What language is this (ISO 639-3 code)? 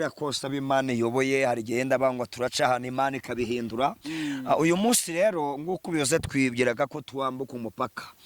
kin